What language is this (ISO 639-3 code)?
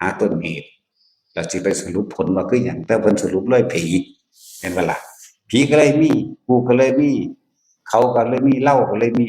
tts